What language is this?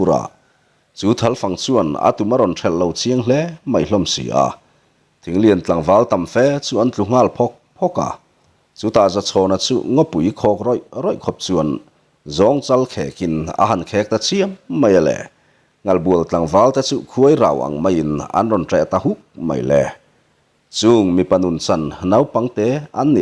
Mizo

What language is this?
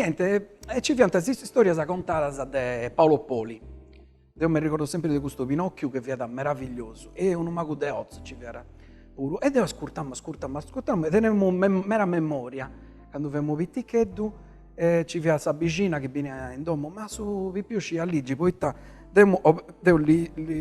Sardinian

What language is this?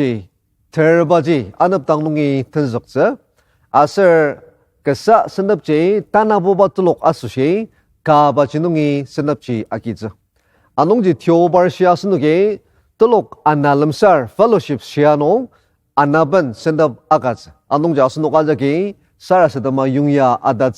Ao Naga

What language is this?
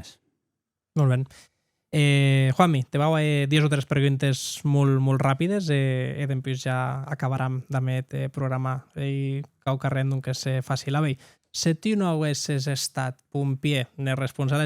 Occitan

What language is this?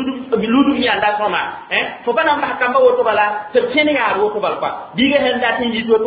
Mossi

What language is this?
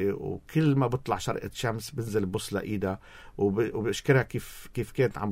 North Levantine Arabic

